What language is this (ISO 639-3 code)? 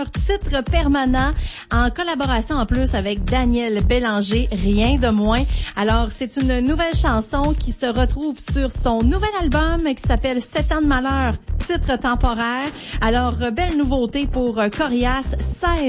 fra